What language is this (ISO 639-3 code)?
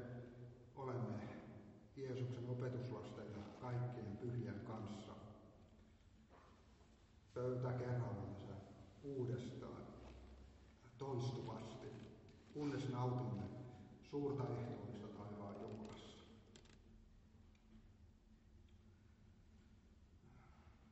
fin